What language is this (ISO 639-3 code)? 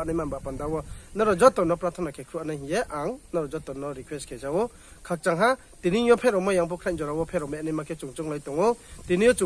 ria